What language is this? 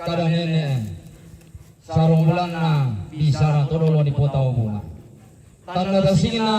Toraja-Sa'dan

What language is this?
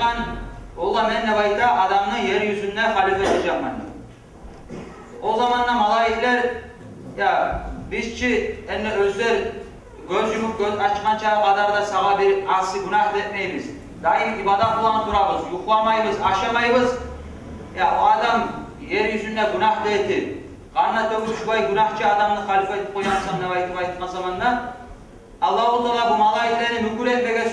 Kumyk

